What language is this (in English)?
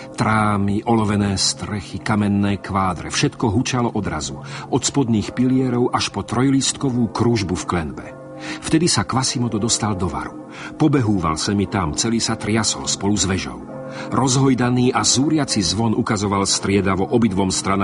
Slovak